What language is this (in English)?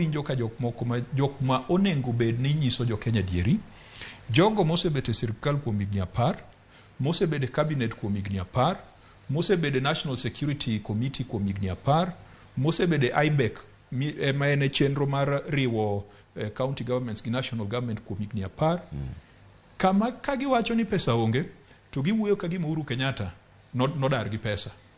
Luo (Kenya and Tanzania)